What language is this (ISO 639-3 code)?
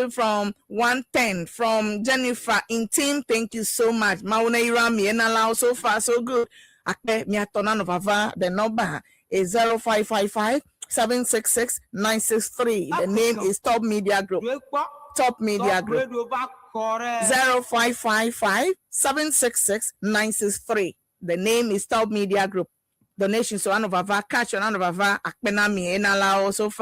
ewe